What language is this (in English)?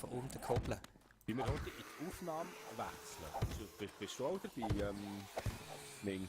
Swiss German